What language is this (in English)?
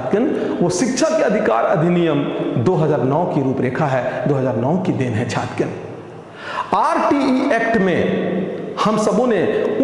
Hindi